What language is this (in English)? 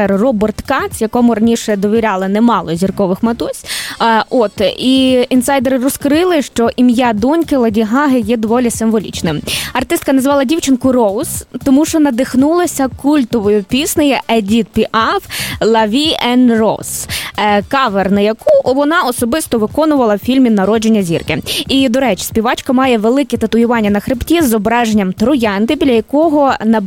Ukrainian